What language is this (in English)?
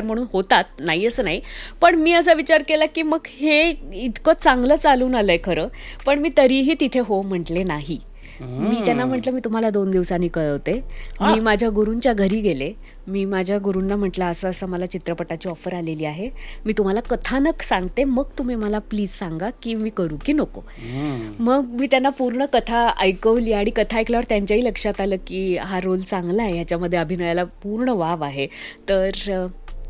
Marathi